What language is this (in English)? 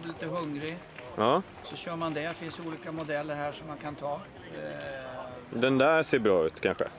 Swedish